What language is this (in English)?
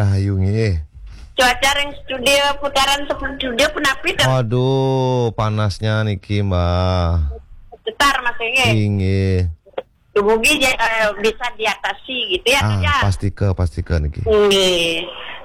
Balinese